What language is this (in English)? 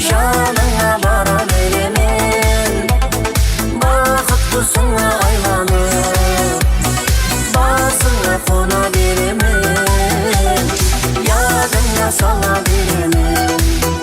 Kara-Kalpak